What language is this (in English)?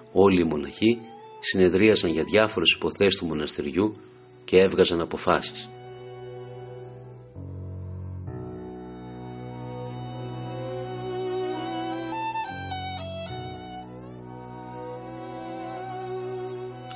Greek